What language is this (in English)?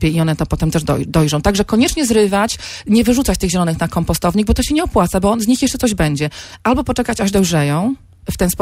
Polish